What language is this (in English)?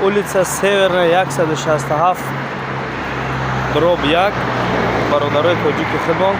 Tajik